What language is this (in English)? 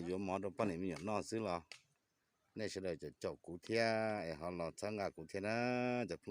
Hmong